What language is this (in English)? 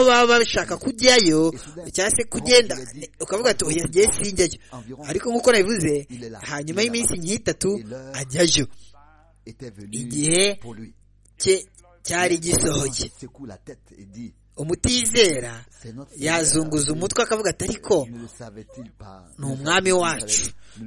Kinyarwanda